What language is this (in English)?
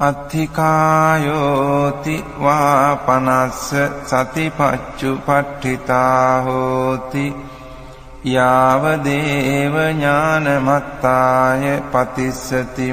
Pali